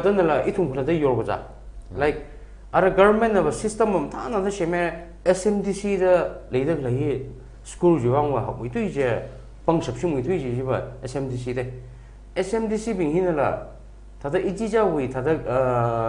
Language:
Tangkhul Naga (India)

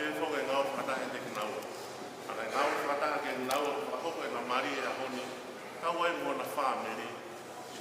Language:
Tongan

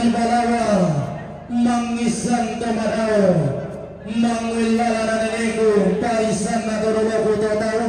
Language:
Toraja-Sa'dan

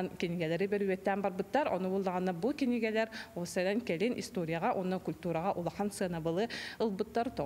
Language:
Yakut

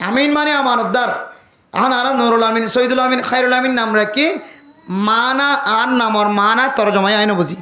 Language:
Rohingya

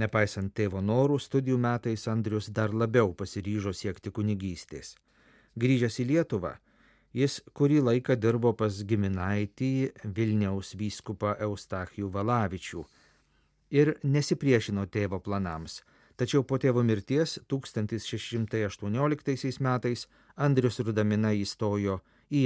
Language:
Lithuanian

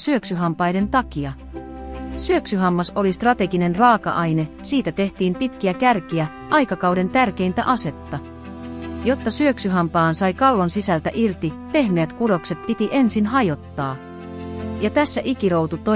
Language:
Finnish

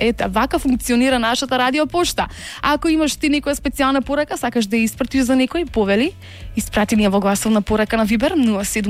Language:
Macedonian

